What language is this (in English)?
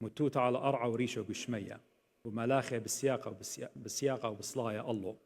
Assyrian Neo-Aramaic